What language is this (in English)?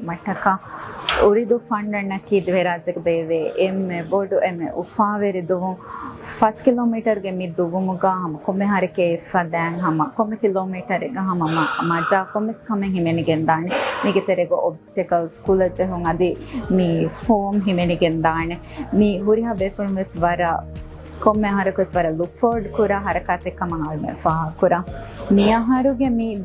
Divehi